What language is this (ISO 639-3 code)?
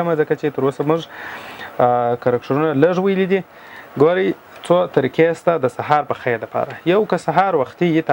pus